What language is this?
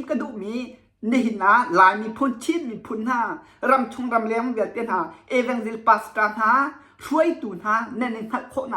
Hakha Chin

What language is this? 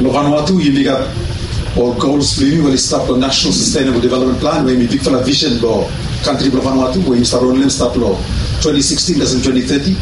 Bislama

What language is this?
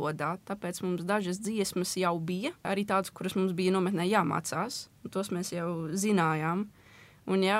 Latvian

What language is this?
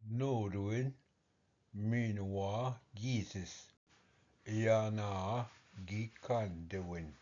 Ojibwa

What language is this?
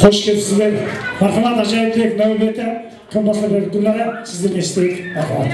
Kara-Kalpak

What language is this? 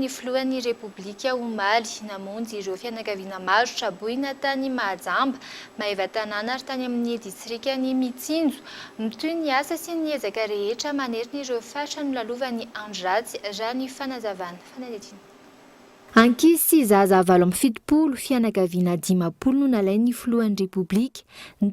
Malagasy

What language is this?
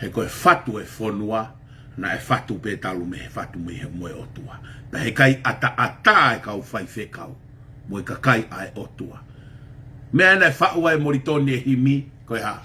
Tongan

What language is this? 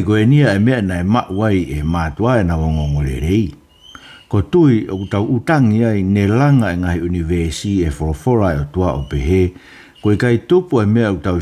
Tongan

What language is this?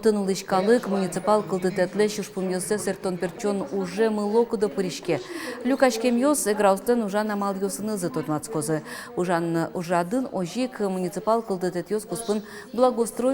Udmurt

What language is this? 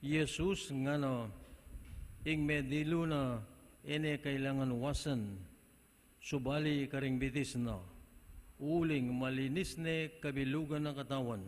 Pampanga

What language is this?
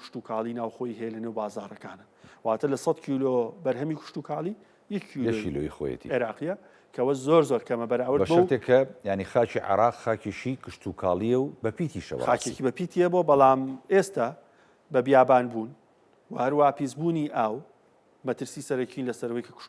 Central Kurdish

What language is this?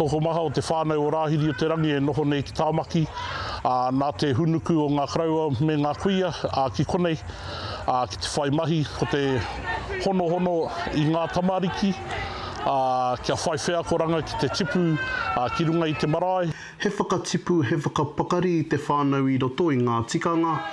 Māori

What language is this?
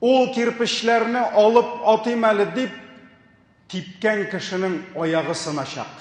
Tatar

